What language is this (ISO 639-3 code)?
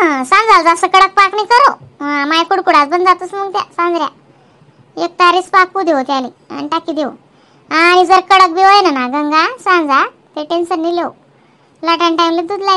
khn